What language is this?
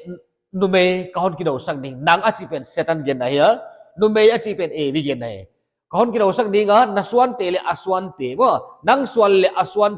Paite Chin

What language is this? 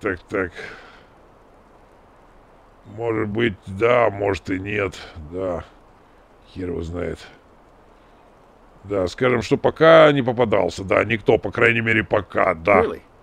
Russian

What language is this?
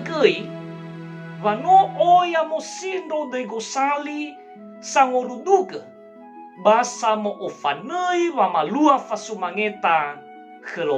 Nias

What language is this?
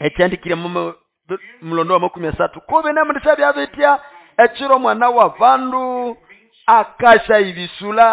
Nande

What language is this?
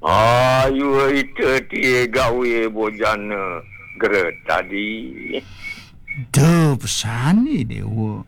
Balinese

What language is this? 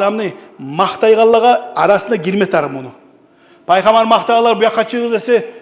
Kumyk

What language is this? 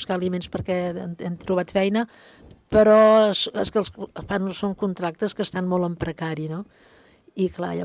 Catalan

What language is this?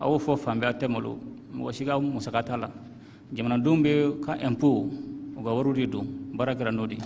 Bambara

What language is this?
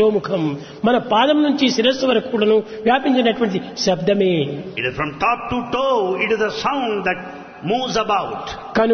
Telugu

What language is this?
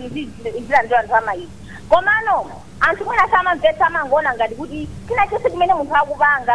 Nyanja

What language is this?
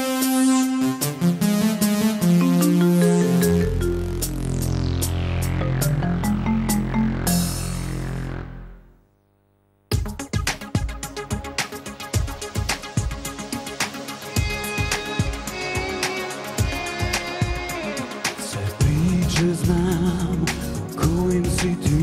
Serbian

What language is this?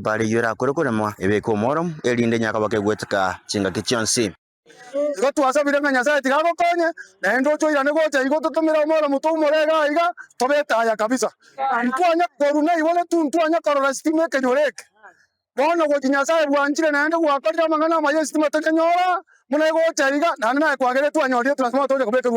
Gusii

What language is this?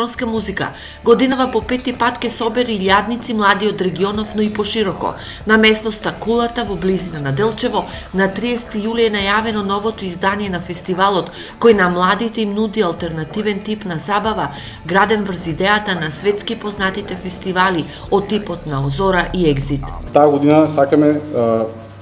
Macedonian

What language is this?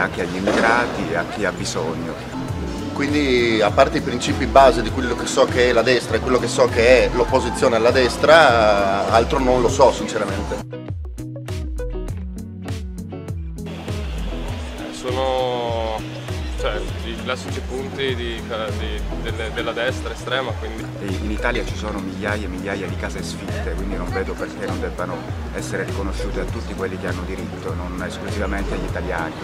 Italian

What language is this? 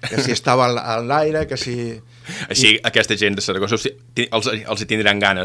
Catalan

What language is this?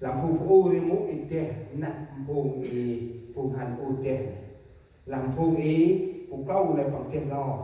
Central Mnong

